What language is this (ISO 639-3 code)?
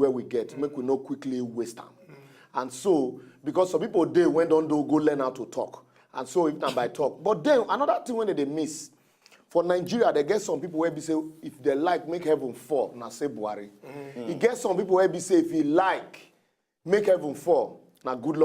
pcm